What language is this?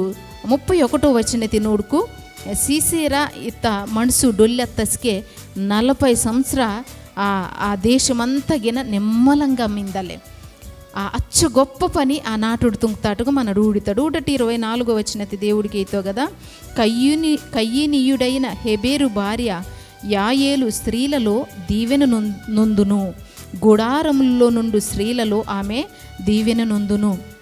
Koya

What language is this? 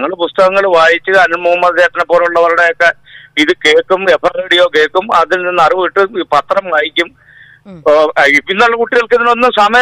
Malayalam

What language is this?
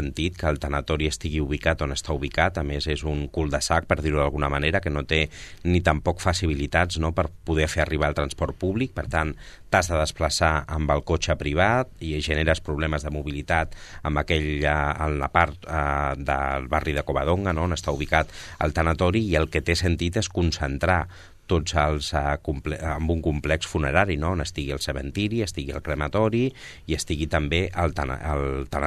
Catalan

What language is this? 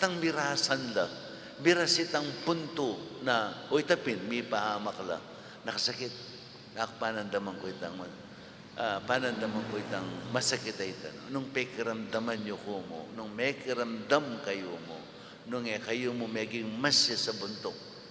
Pampanga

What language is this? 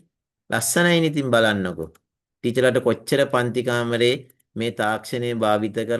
Sinhala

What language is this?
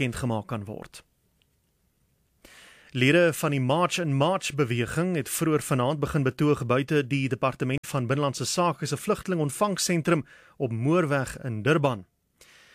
Afrikaans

